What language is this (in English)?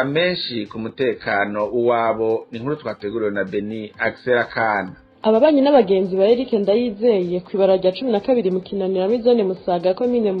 Rundi